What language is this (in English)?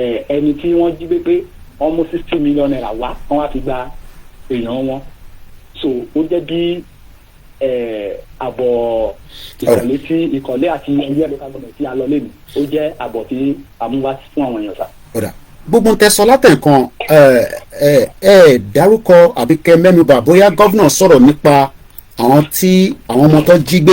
Yoruba